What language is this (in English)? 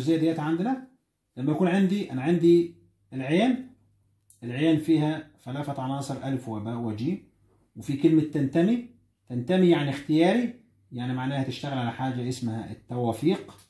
Egyptian Arabic